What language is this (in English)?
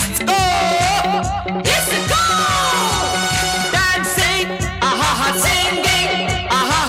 Hindi